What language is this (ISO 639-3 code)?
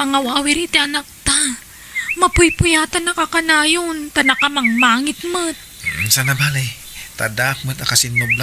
ilo